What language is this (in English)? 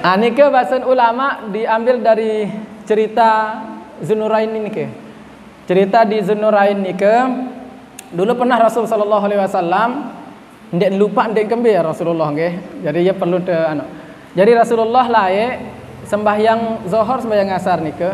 Sasak